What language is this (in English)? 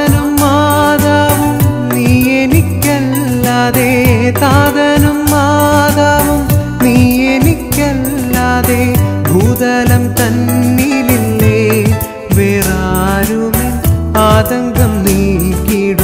Malayalam